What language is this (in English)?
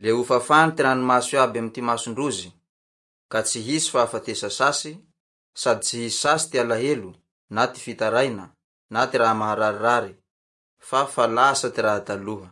Malagasy